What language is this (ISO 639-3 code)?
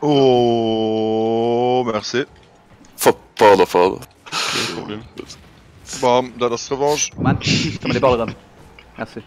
ltz